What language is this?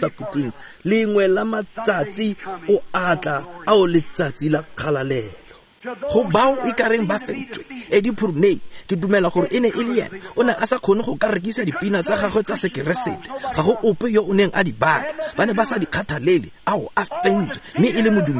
Tswana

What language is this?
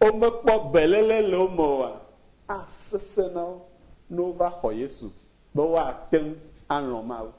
Ewe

